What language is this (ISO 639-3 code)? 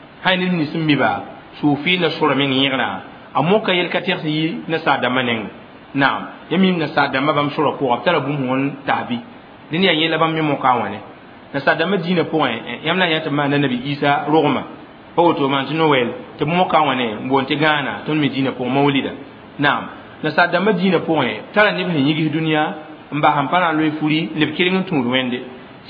mos